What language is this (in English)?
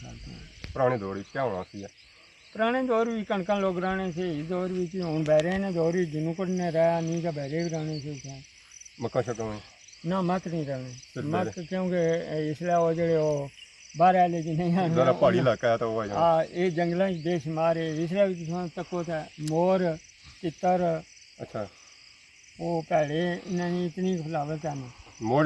Pahari-Potwari